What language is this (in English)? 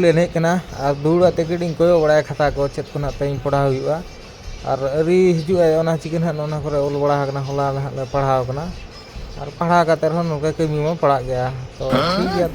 Santali